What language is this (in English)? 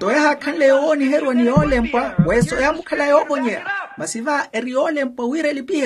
Makhuwa